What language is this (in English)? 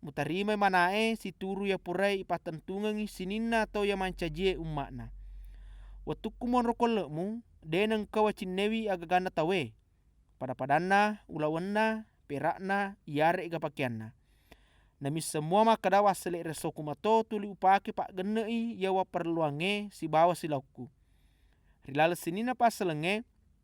Buginese